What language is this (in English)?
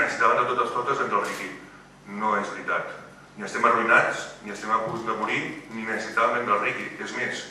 Catalan